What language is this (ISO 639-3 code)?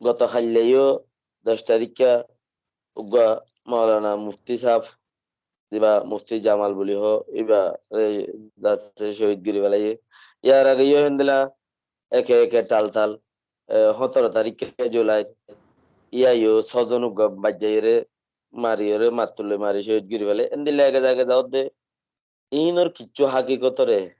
rhg